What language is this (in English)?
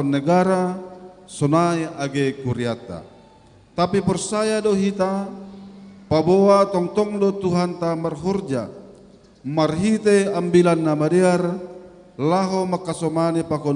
Batak Simalungun